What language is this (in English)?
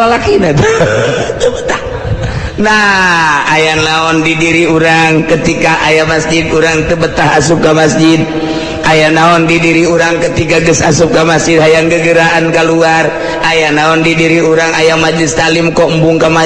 Sundanese